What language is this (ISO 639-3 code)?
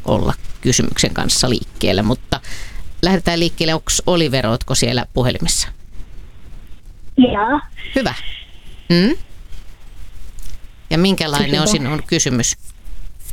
fin